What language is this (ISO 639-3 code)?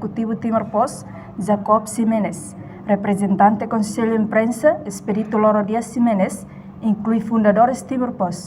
tet